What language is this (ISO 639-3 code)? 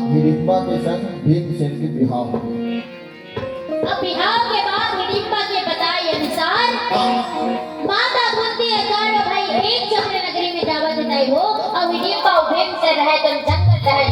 hne